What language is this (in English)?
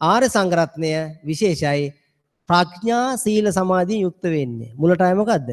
Sinhala